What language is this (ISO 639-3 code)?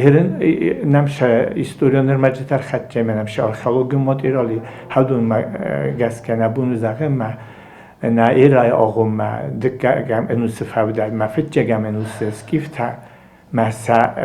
oss